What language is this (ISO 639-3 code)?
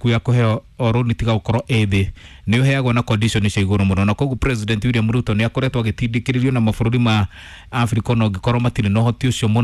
kik